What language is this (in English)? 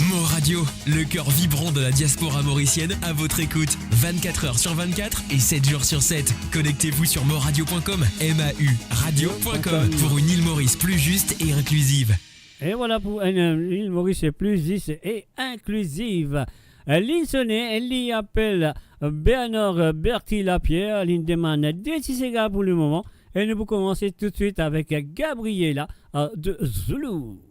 Morisyen